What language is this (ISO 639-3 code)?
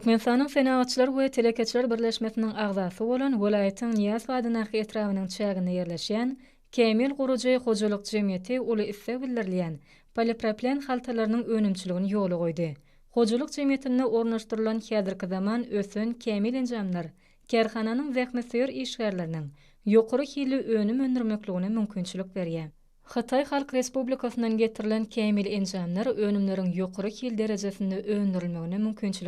tuk